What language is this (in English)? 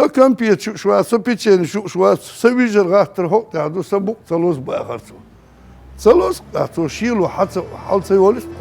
Chechen